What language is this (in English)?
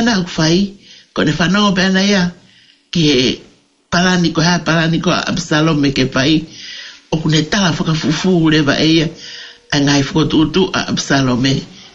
Tongan